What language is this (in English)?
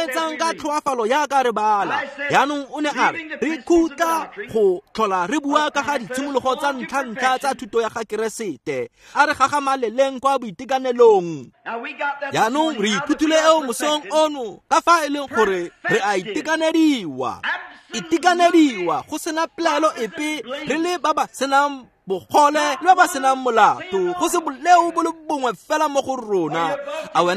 Tswana